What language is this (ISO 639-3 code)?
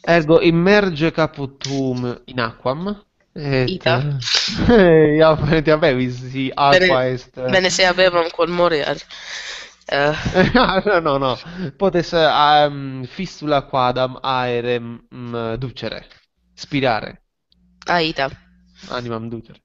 lat